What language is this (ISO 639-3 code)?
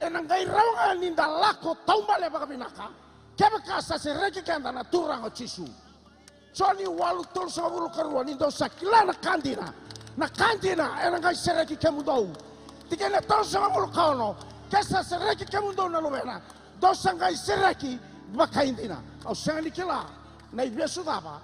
fij